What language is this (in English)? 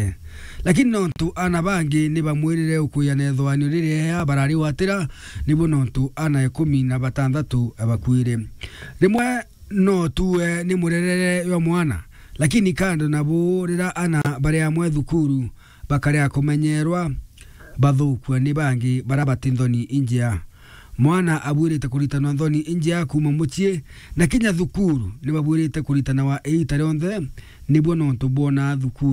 Meru